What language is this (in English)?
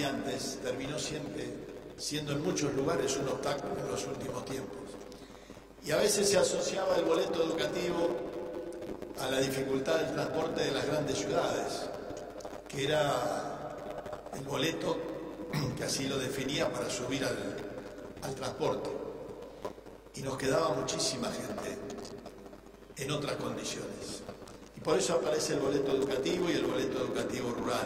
Spanish